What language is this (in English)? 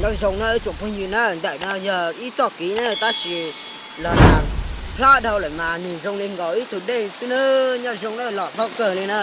Hmong